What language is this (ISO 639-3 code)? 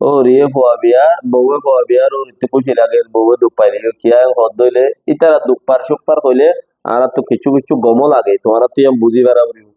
rhg